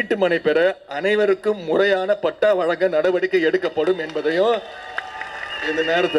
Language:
Tamil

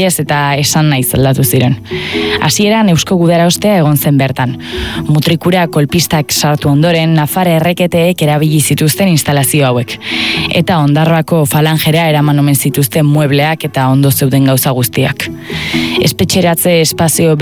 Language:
Basque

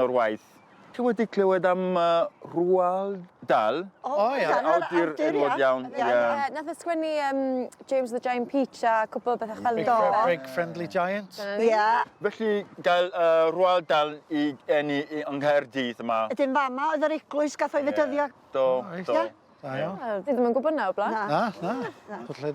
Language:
Welsh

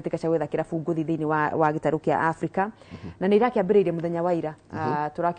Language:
Kikuyu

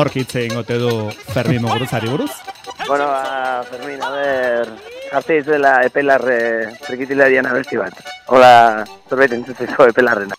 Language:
Basque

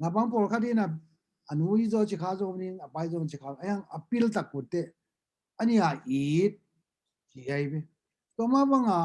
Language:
Tedim Chin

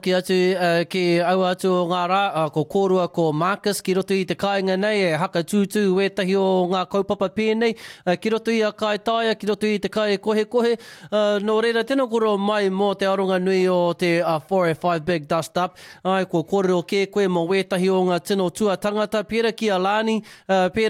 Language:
Māori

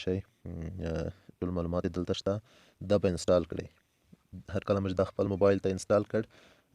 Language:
Pashto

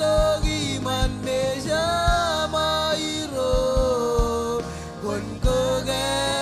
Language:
Marshallese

